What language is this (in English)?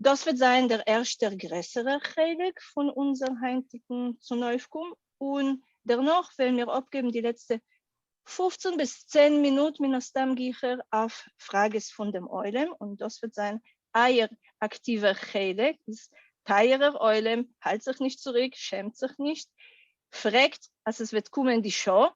Yiddish